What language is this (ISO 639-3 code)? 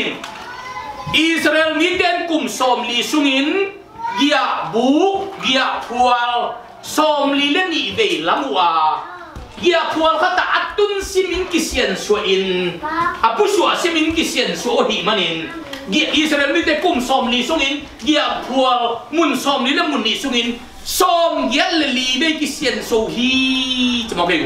ctd